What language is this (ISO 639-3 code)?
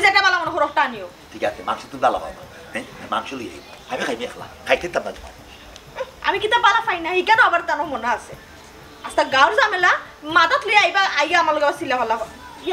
syl